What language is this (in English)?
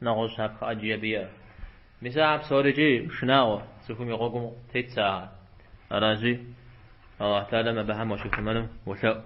Kabardian